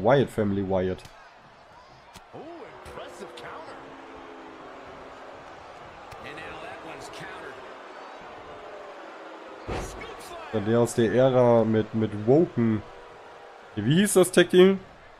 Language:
German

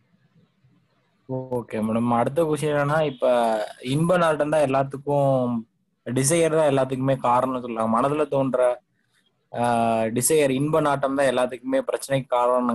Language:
Tamil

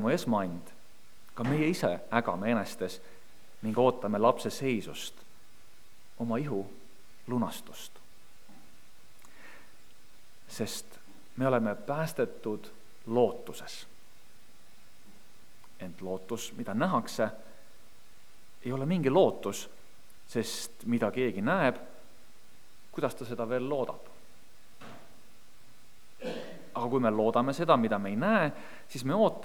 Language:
Estonian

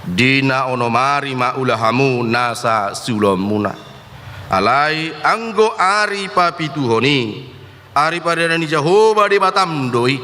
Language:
Batak Toba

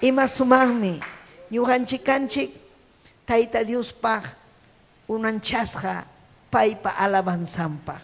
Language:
Ayacucho Quechua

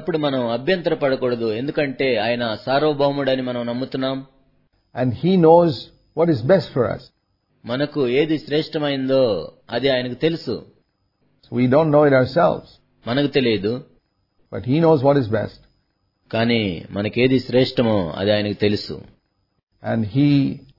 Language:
Telugu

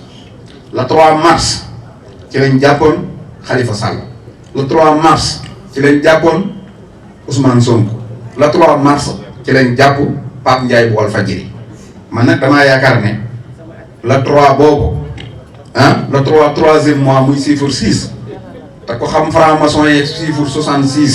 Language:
Wolof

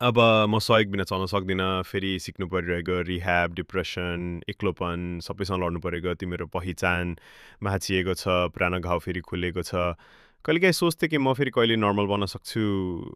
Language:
Nepali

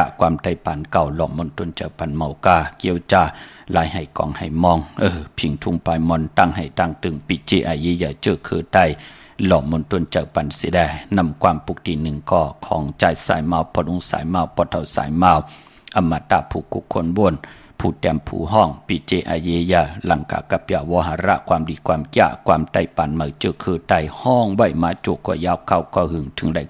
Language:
Shan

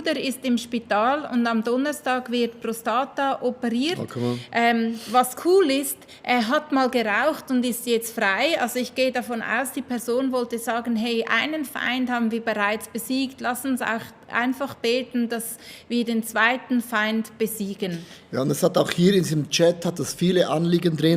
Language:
Swiss German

